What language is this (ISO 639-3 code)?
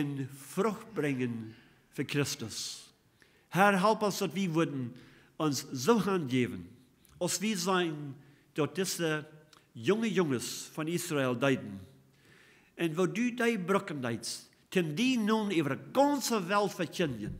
pdt